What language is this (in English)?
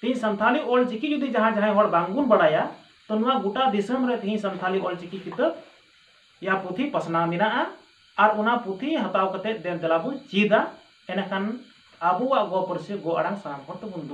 Santali